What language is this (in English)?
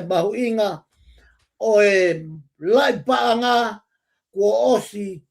Tongan